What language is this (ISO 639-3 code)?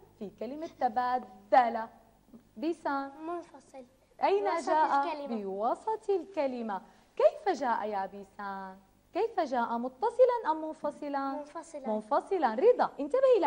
ara